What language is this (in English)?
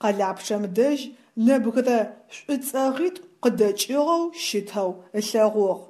Adyghe